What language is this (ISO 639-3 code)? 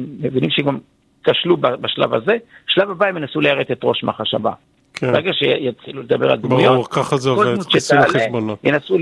heb